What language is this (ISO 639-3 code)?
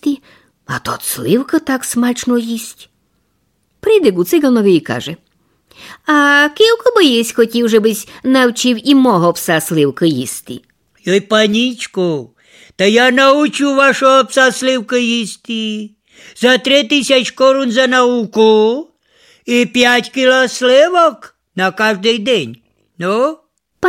rue